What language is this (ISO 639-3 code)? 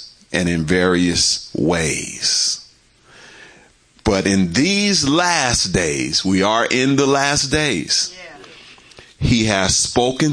eng